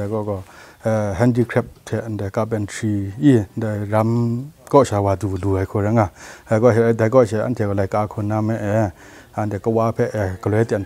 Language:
Kachin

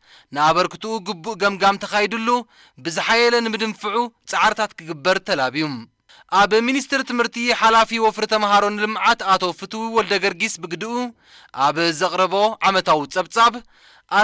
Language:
Tigrinya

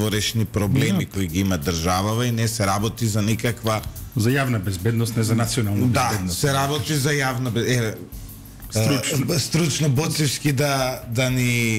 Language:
Macedonian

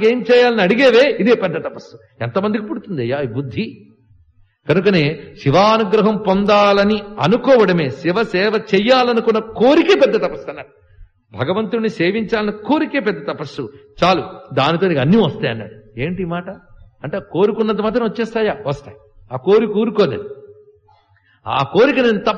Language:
Telugu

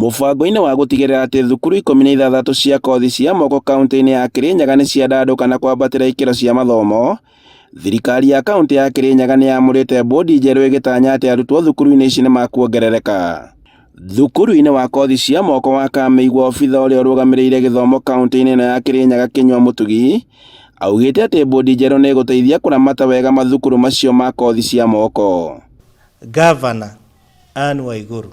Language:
Kikuyu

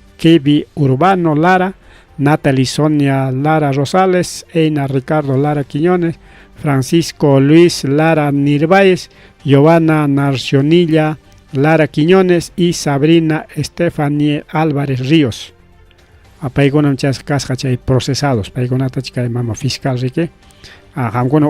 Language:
Ayacucho Quechua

